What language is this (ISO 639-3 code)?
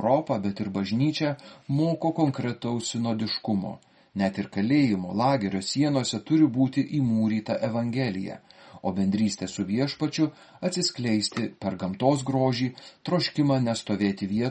lit